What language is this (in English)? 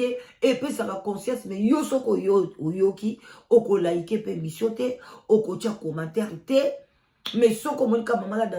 Lingala